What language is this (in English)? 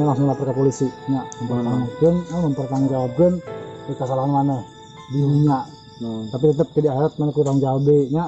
Sundanese